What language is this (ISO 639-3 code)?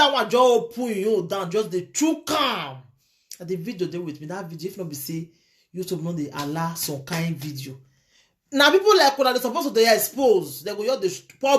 pcm